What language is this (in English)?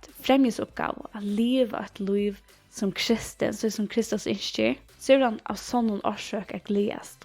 Faroese